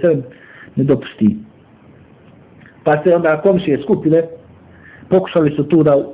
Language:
Bosnian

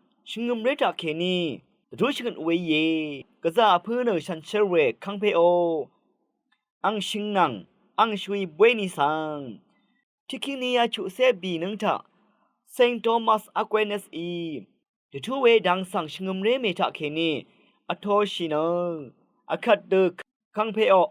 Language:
Rawang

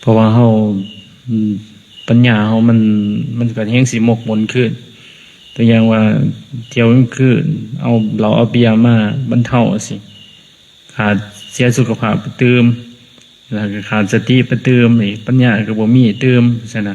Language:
Lao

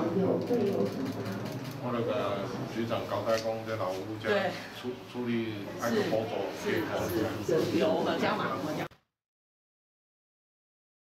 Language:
Chinese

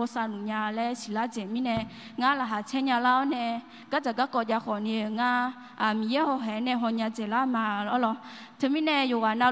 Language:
Akha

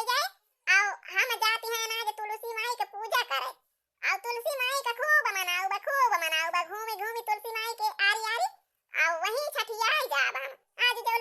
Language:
Awadhi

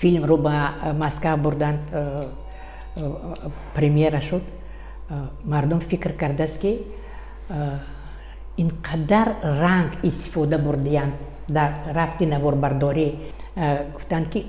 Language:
Tajik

